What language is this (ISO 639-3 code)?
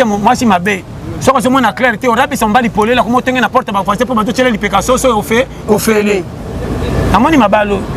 lin